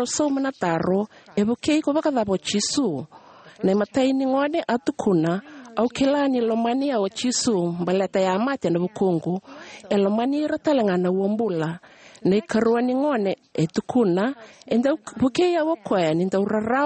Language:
Fijian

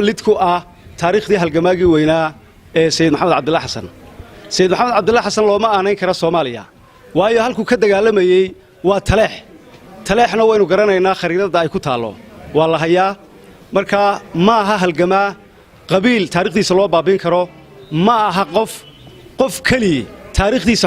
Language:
Somali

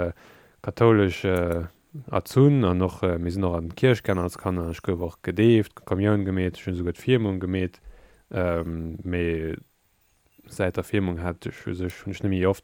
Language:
Luxembourgish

